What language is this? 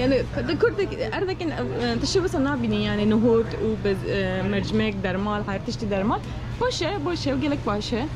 Kurdish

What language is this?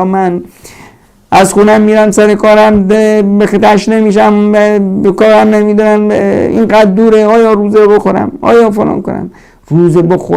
Persian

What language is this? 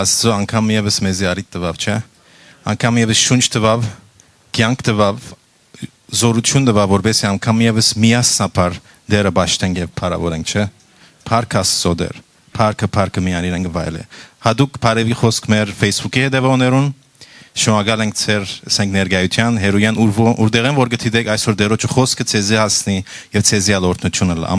Western Armenian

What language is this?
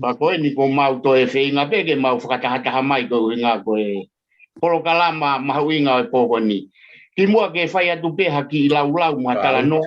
Tongan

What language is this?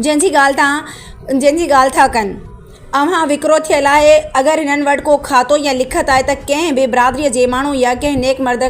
Sindhi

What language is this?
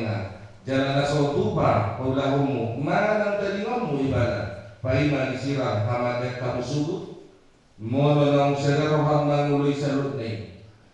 Batak Toba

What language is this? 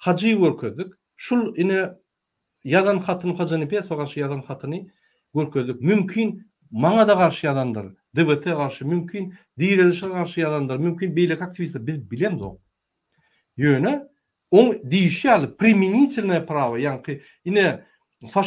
Turkmen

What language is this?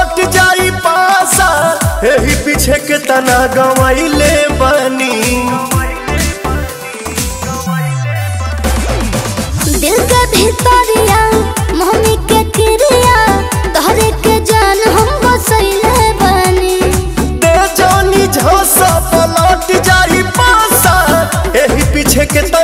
Bhojpuri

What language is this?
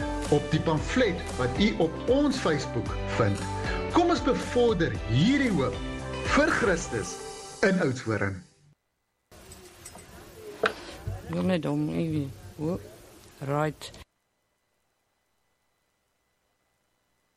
Afrikaans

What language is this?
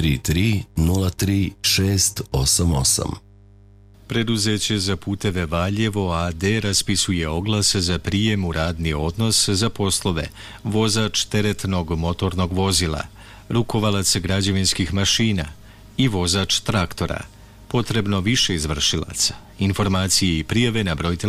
Serbian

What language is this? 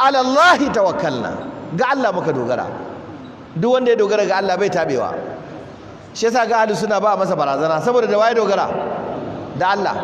Hausa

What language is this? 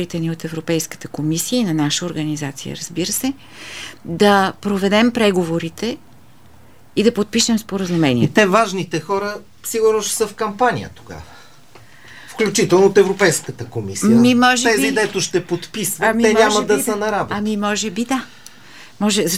Bulgarian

